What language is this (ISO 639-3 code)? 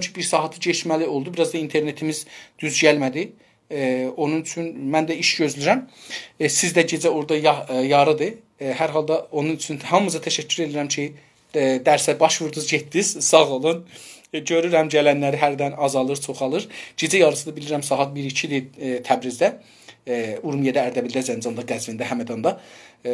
azb